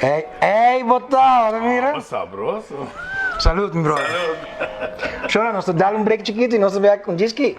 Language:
Papiamento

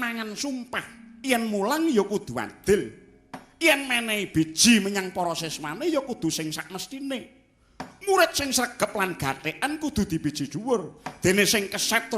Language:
Javanese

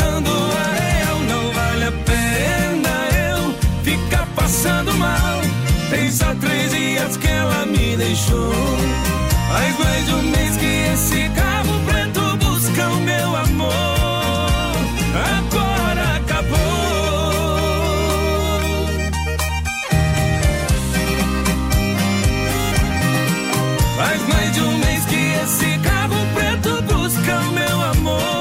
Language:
Portuguese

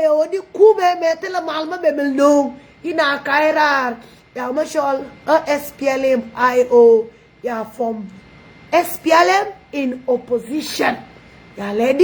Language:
Nuer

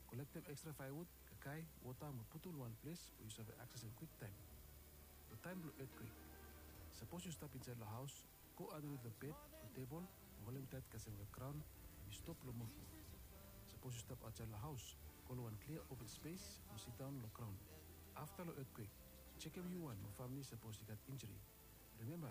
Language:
Bislama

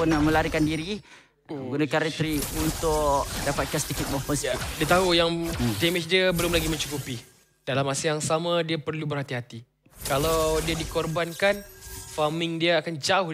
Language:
Malay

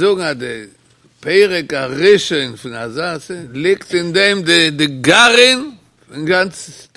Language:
Yiddish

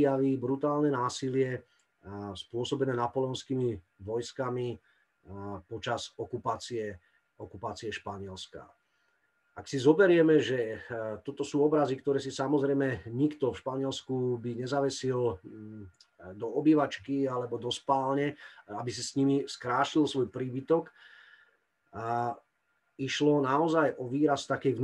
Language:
Slovak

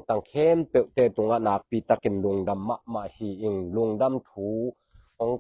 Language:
Tedim Chin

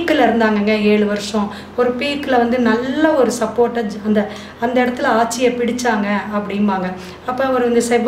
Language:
Tamil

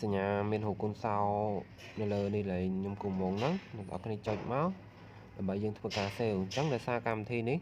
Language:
Khmer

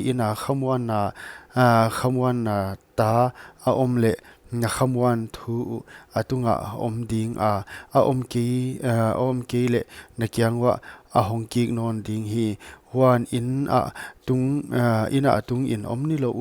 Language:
Paite Chin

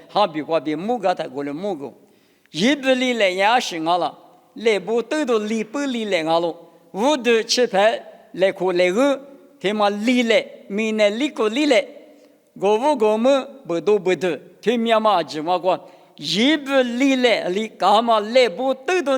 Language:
Lisu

